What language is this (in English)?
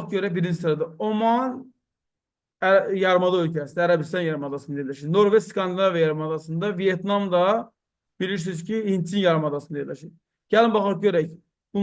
Azerbaijani